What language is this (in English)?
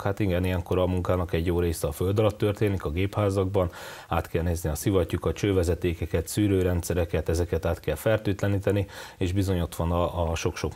Hungarian